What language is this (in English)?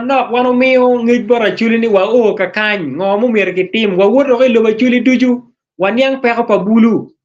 Acoli